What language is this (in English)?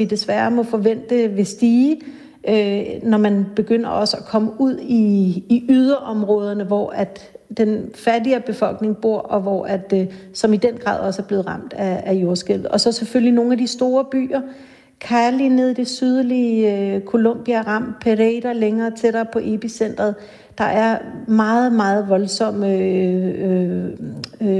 Danish